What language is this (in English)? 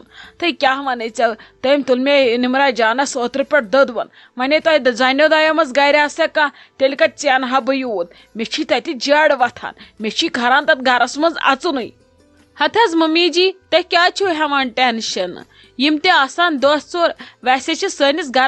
Kashmiri